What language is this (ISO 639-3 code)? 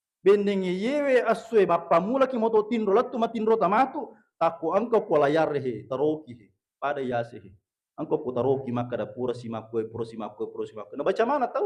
bug